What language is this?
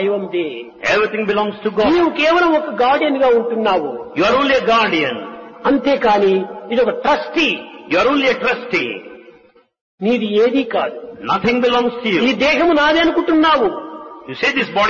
Telugu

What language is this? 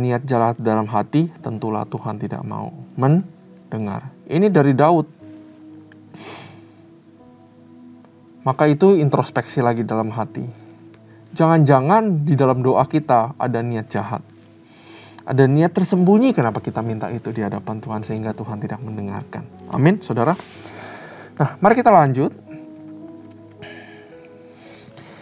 Indonesian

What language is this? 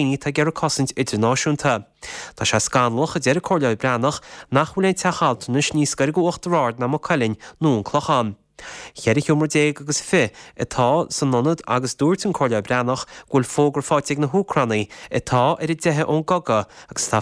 Irish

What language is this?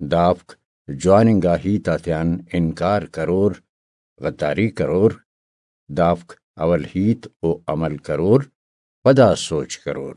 Brahui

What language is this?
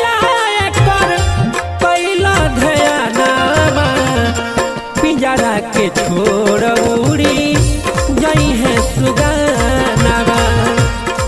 Bhojpuri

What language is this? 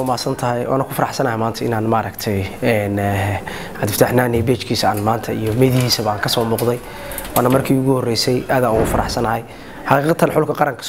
Somali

